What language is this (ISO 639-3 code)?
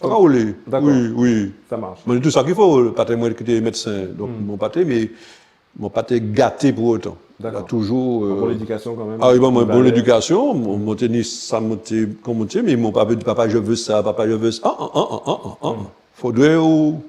gcf